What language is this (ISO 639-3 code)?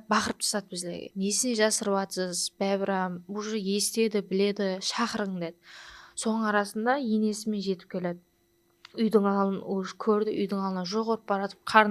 kaa